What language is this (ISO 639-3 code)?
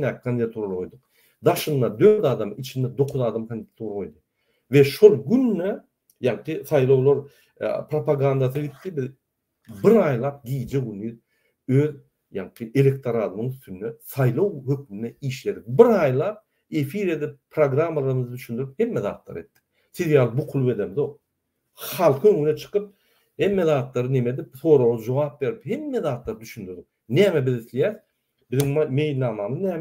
tuk